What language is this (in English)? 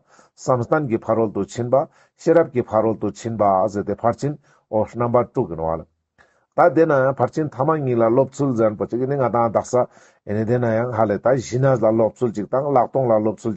Ladakhi